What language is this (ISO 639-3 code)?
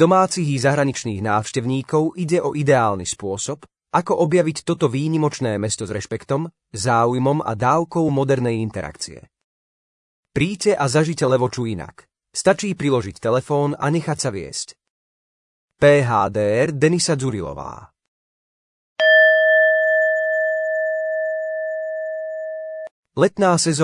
slk